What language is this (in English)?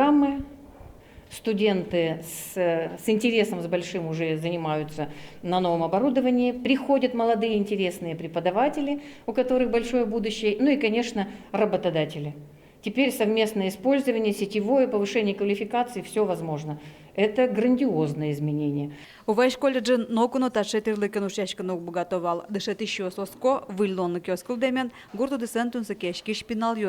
Udmurt